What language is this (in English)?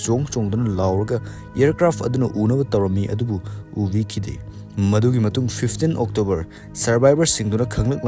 Manipuri